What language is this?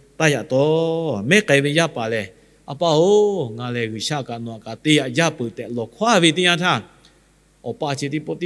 Lahu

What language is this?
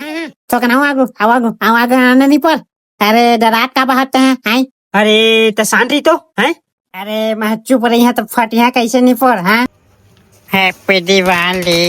Chhattisgarhi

